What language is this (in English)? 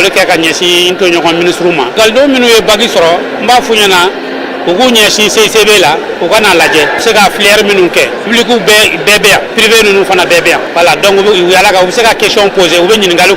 Bambara